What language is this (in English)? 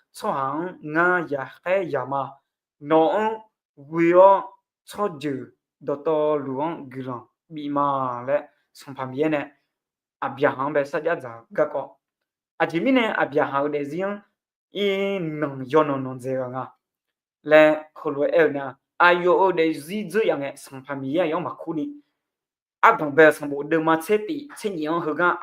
Akha